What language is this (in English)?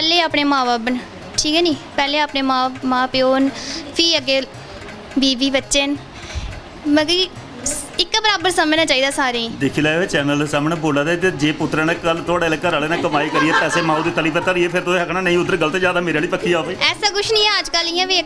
Dogri